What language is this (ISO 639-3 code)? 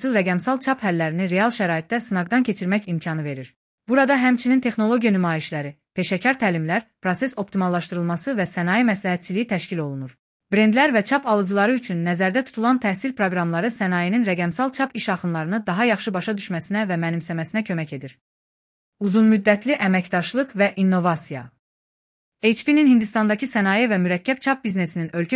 aze